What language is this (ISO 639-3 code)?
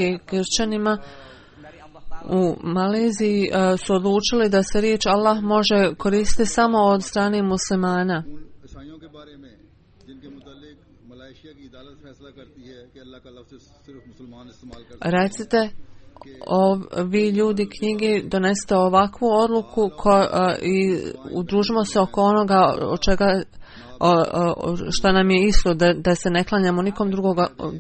bos